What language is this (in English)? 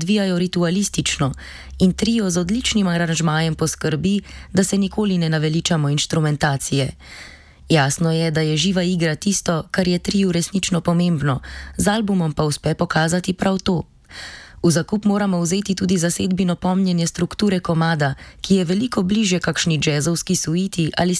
Slovenian